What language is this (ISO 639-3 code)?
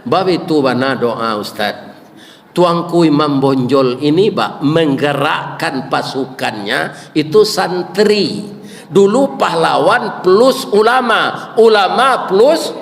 min